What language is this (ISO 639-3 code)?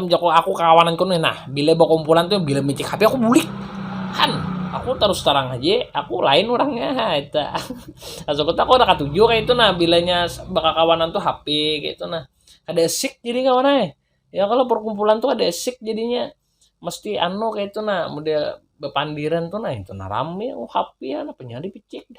bjn